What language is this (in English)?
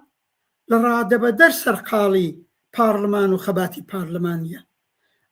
Central Kurdish